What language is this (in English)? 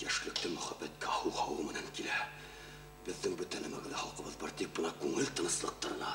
Bashkir